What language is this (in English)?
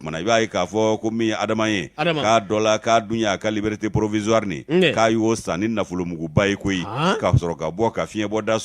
Bambara